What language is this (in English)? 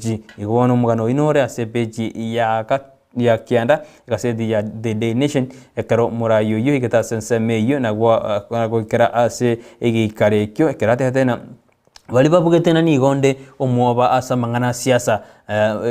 Gusii